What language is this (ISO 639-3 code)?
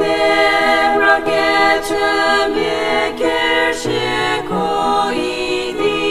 njm